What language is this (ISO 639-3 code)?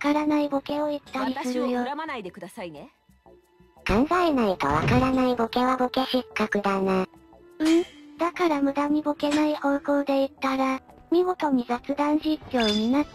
jpn